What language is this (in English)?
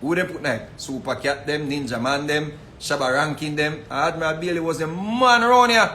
Jamaican Creole English